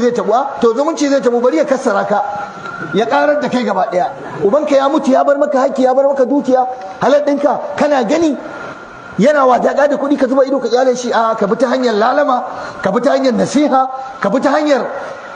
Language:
Hausa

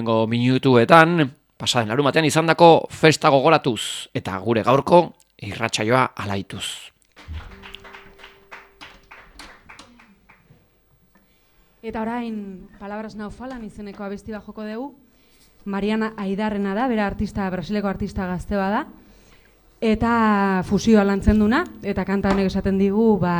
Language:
Basque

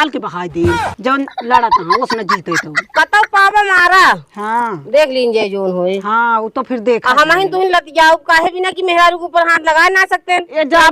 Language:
Awadhi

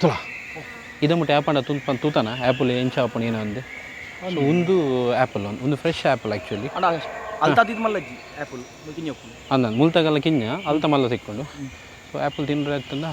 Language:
Tulu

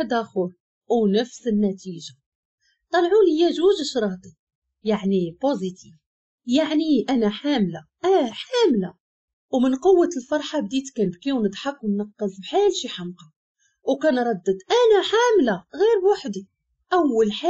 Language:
Moroccan Arabic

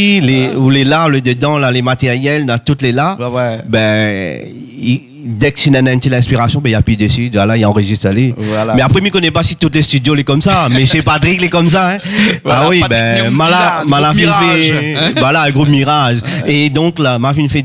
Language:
Réunion Creole French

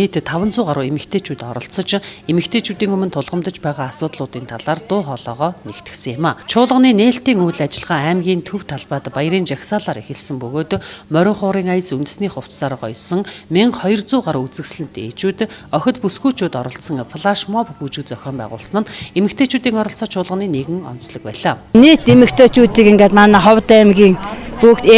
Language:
Mongolian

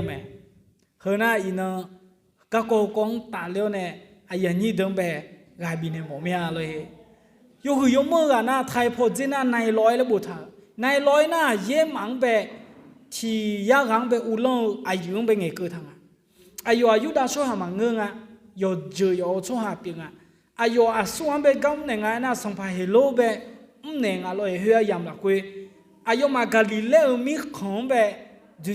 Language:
Akha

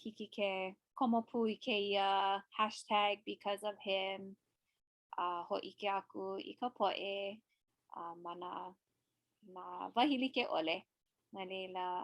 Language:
Hawaiian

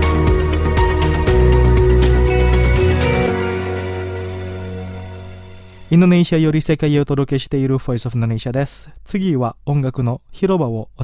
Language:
Japanese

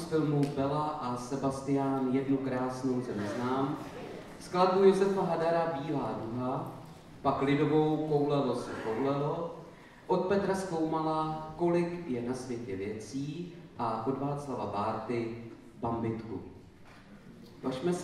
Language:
Czech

